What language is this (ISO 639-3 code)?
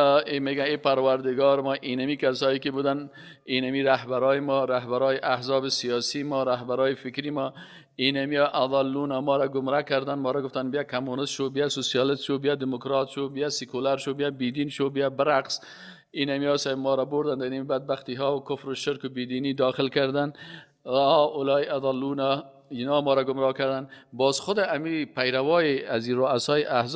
fas